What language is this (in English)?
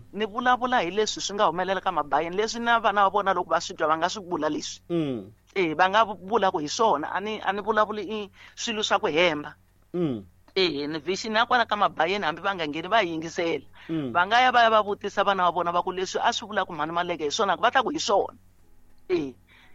Tsonga